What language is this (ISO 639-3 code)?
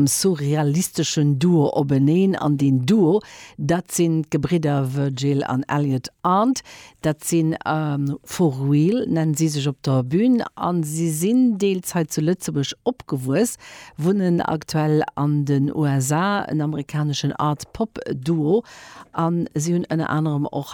ltz